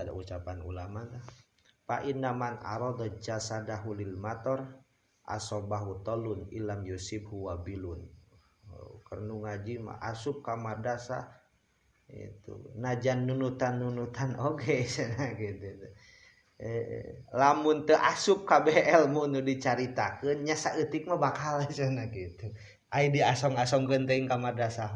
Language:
Sundanese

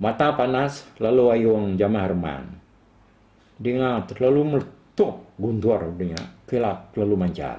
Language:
Iban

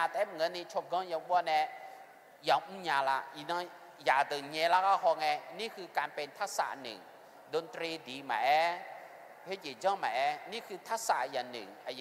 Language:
Akha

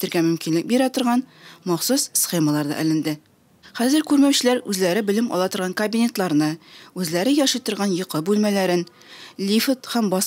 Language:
Tatar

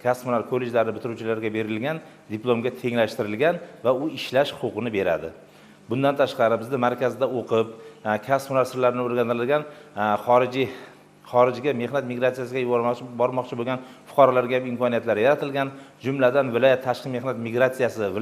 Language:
Uzbek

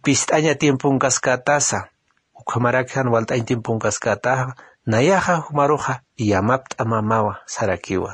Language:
Aymara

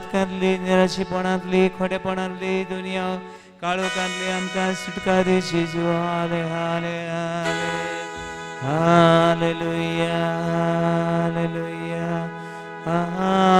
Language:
Konkani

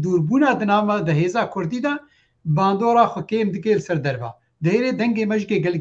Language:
Kurdish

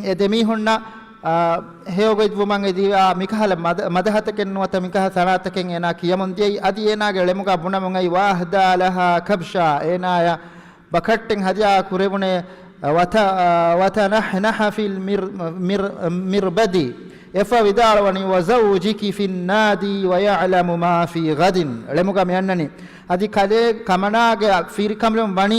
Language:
Divehi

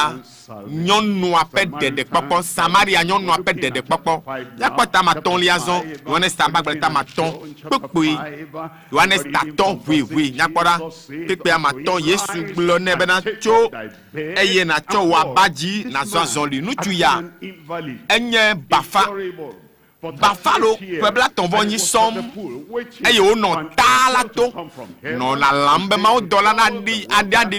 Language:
Ewe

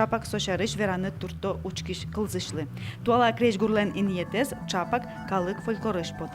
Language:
Udmurt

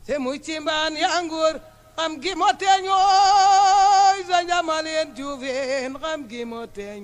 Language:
Serer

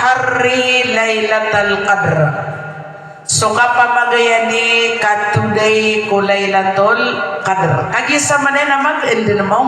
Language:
Maranao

